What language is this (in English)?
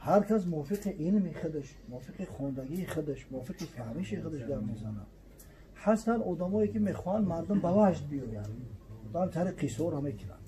Tajik